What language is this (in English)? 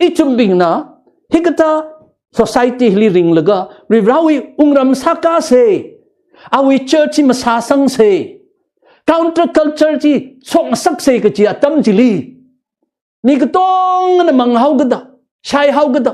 Tangkhul Naga (India)